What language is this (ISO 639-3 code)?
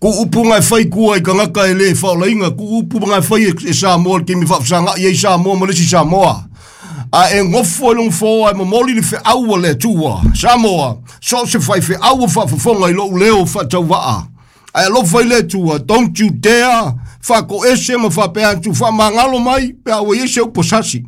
smo